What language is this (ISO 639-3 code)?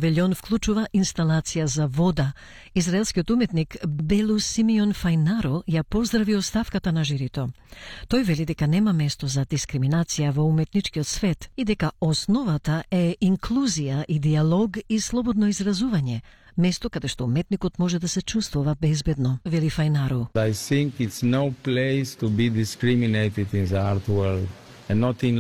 mkd